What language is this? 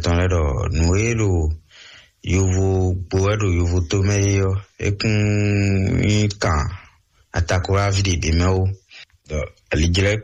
Fon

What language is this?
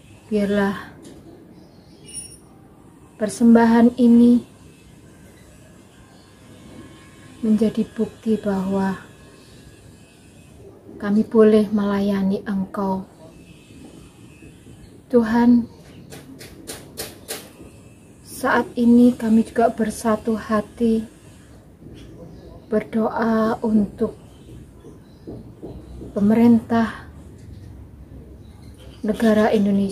Indonesian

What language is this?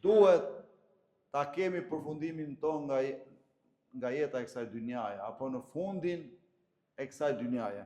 Albanian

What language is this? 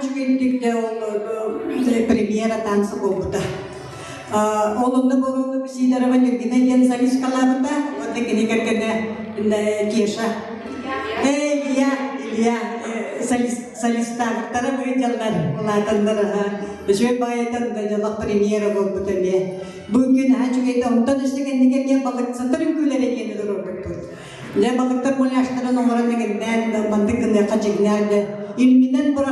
Yakut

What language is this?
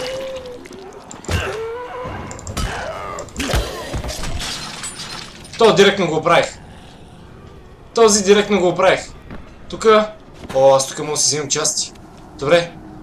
Bulgarian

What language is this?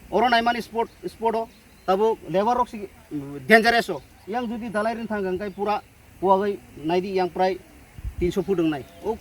Kok Borok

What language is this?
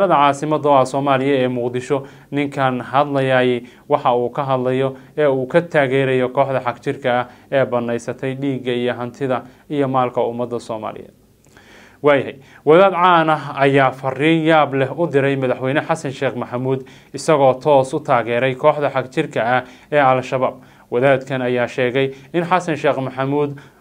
Somali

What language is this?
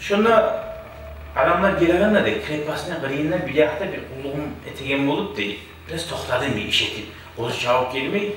Kumyk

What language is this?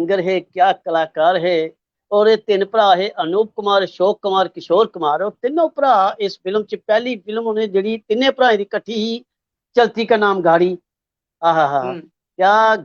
Dogri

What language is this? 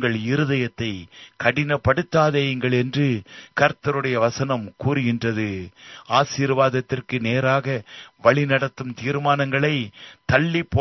Tamil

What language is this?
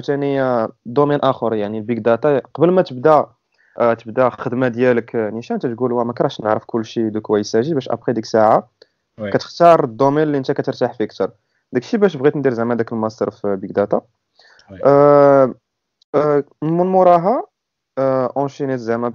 Moroccan Arabic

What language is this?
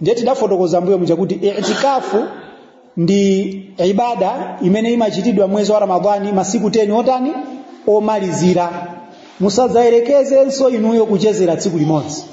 Nyanja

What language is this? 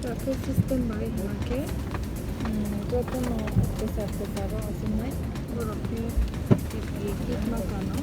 Kok Borok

